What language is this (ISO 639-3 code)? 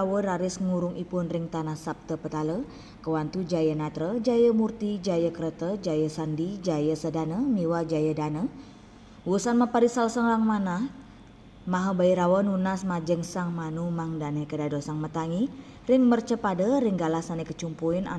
ban